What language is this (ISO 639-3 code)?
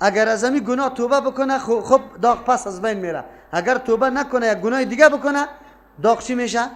fas